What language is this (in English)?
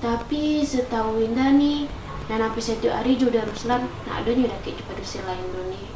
Minangkabau